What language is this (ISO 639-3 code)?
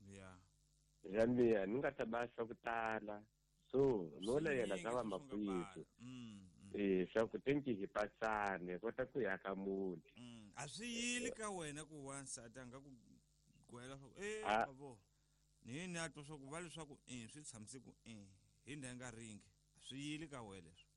tso